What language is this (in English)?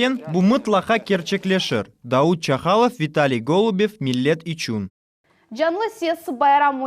Crimean Tatar